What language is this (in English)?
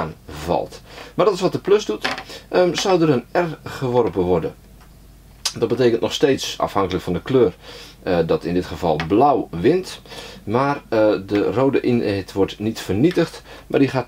Dutch